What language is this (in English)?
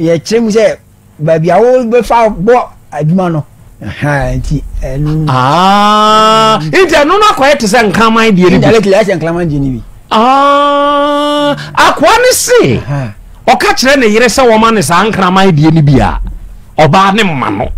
Akan